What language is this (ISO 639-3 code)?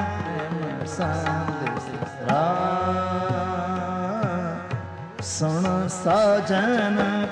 pan